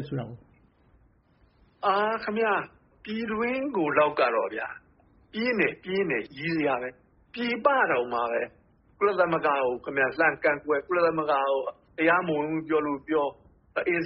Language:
Burmese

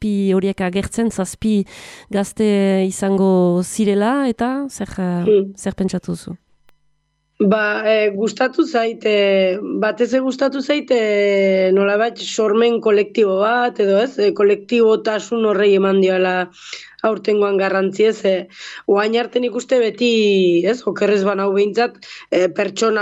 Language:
Basque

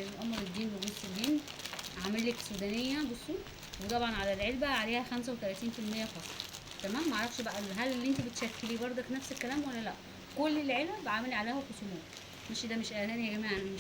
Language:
Egyptian Arabic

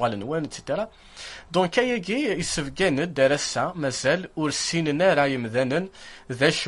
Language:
Kabyle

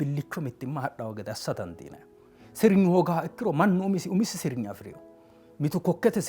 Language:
Sidamo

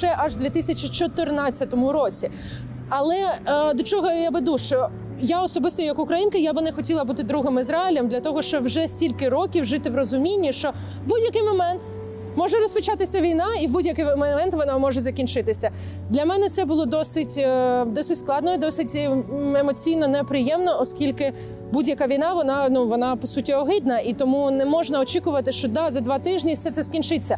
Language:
Ukrainian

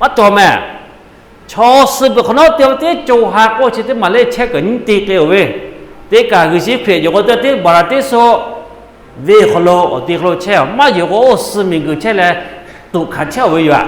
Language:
Lahu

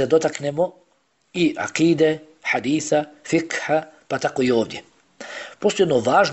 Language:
Bosnian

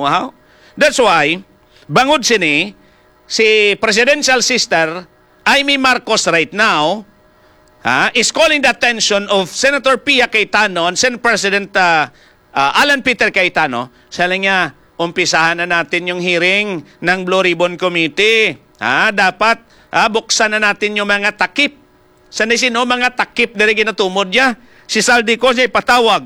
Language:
Hiligaynon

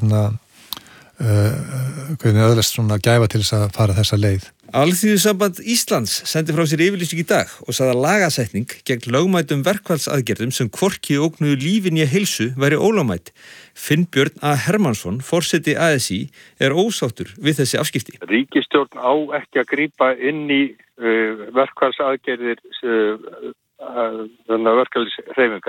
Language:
Icelandic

